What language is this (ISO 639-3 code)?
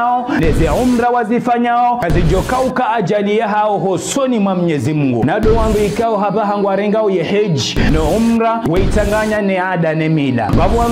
zdj